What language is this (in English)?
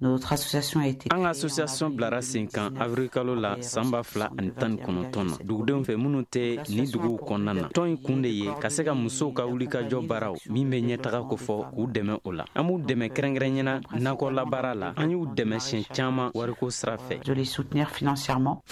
Bambara